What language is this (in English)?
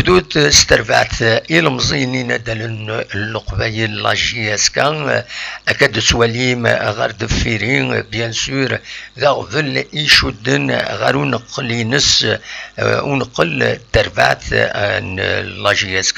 Kabyle